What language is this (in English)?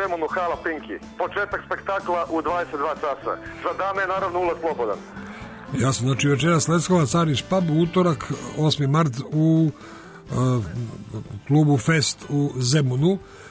Serbian